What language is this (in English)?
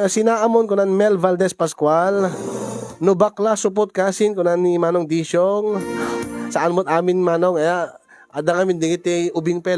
Iloko